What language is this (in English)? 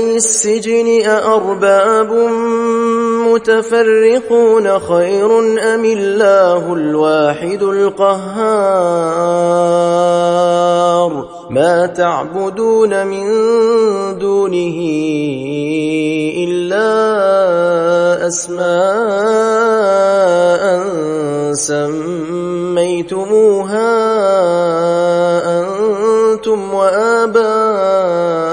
Arabic